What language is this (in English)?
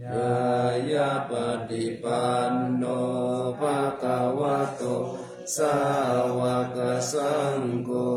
Pali